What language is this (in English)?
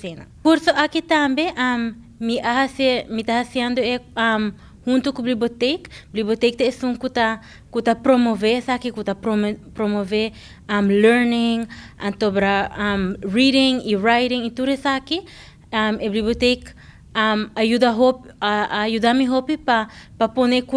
Papiamento